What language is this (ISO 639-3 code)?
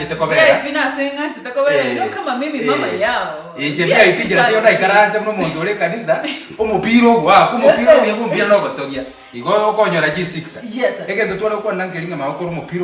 guz